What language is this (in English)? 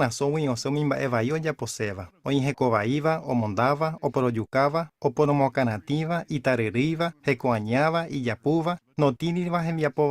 Guarani